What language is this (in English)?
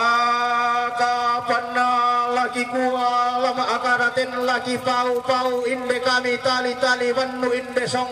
Toraja-Sa'dan